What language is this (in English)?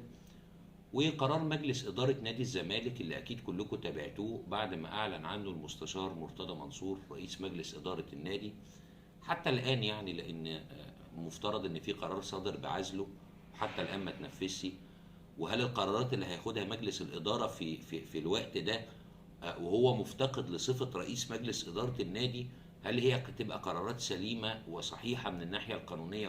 Egyptian Arabic